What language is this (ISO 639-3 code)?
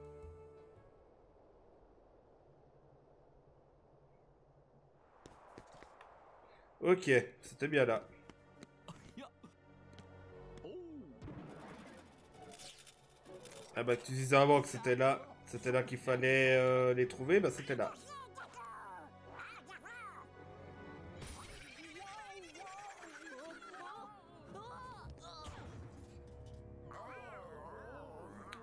fra